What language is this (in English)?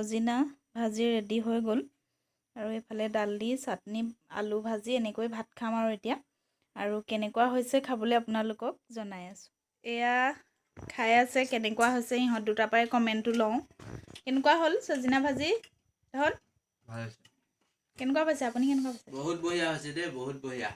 Assamese